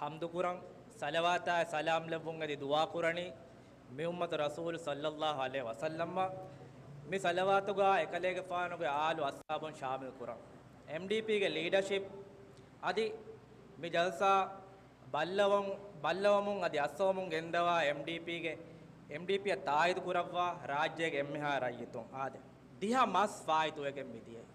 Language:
Divehi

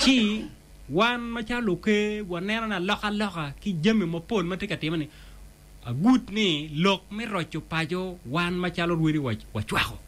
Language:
Acoli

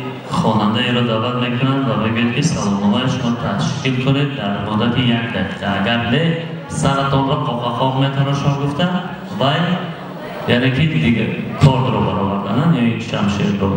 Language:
Tajik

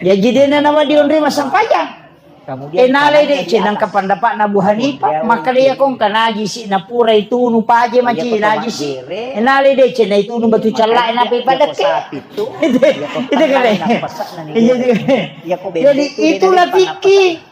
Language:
Buginese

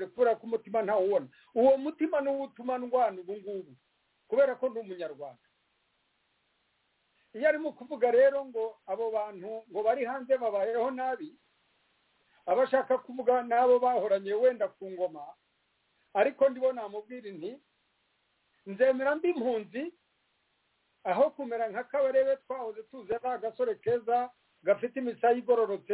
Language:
Kinyarwanda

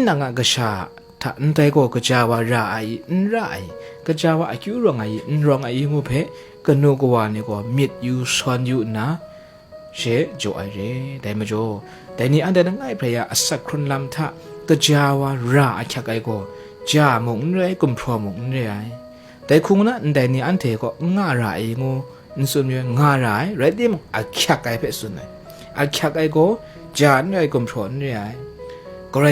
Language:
Kachin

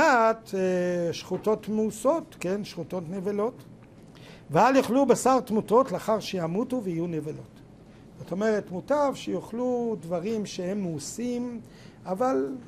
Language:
Hebrew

